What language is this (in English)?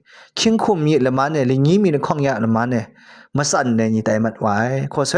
Kachin